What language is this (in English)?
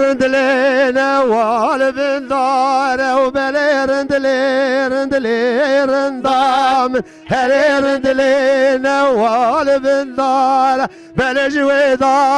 Kurdish